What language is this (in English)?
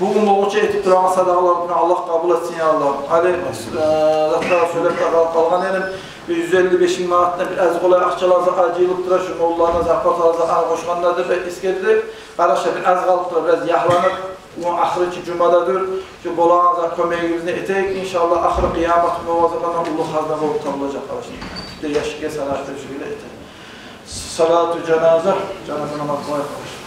Kumyk